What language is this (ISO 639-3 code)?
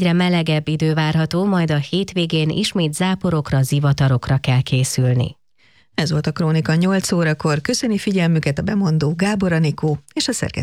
hun